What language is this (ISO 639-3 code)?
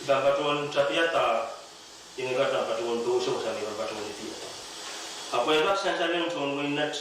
pon